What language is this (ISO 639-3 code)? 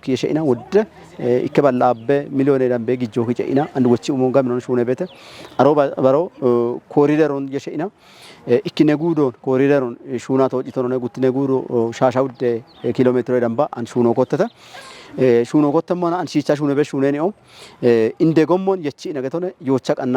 kbr